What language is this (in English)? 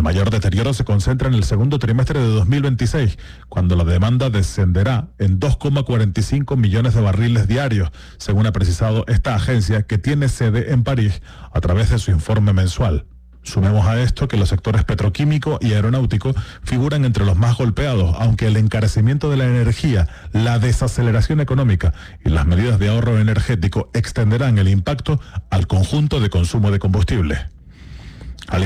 Spanish